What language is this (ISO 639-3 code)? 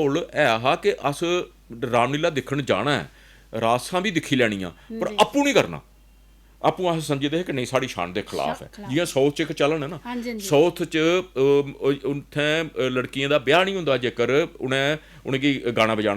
doi